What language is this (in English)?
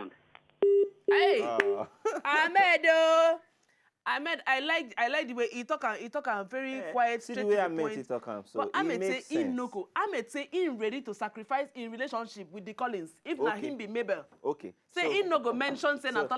Nigerian Pidgin